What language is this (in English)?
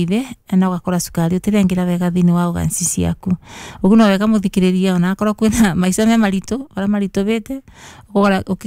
Kikuyu